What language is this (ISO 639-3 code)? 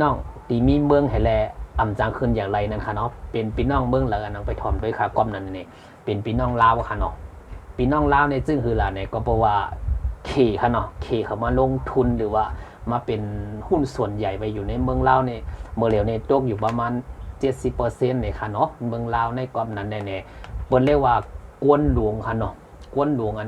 shn